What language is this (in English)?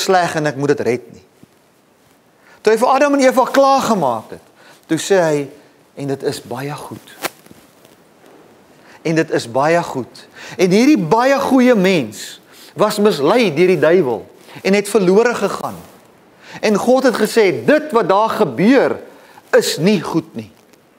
Afrikaans